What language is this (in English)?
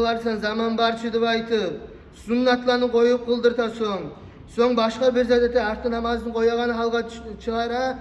Kumyk